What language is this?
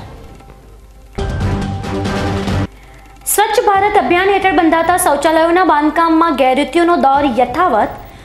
Gujarati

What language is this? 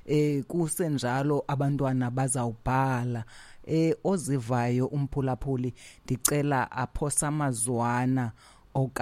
Xhosa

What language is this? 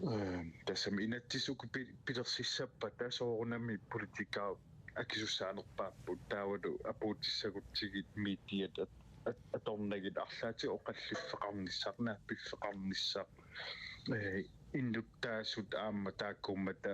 Kalaallisut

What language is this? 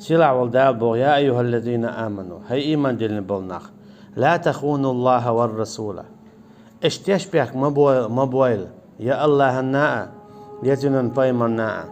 Chechen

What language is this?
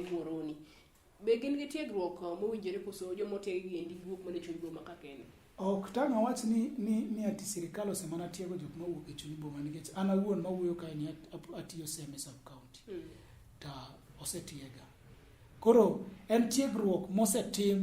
Luo (Kenya and Tanzania)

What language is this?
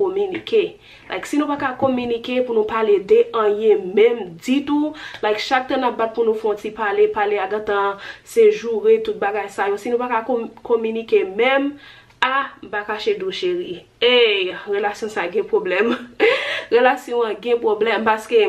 Haitian Creole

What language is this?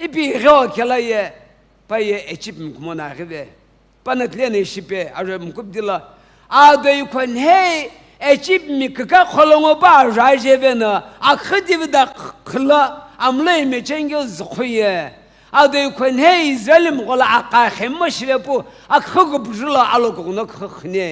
Sumi Naga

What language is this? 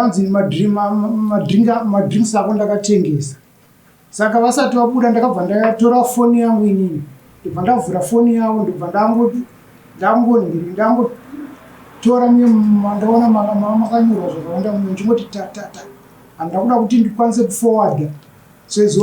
Shona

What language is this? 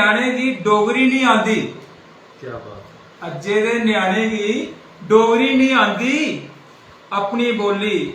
Dogri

